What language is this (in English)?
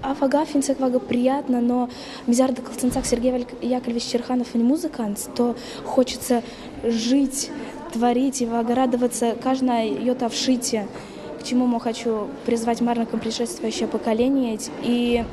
Erzya